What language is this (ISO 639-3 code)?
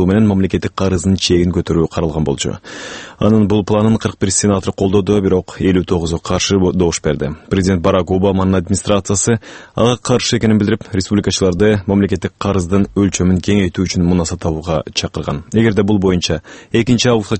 kir